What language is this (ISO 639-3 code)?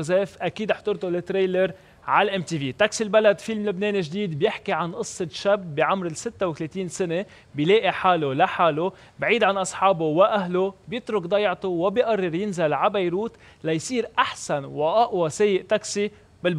apc